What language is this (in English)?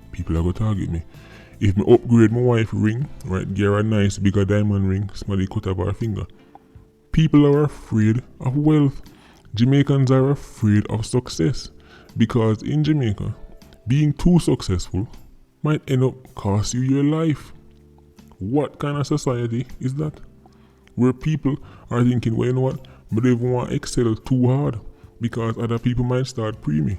Jamaican Creole English